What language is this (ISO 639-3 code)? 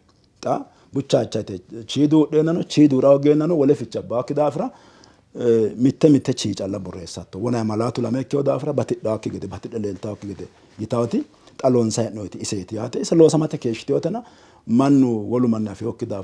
sid